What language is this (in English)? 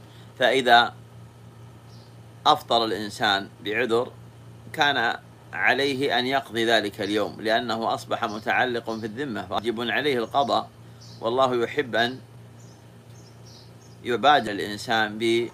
Arabic